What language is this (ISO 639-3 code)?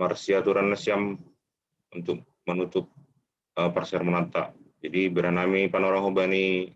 bts